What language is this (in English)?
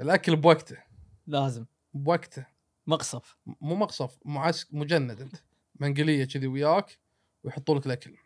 Gulf Arabic